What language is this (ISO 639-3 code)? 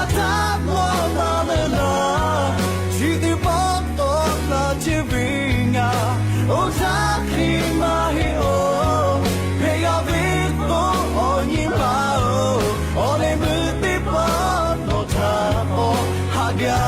lhu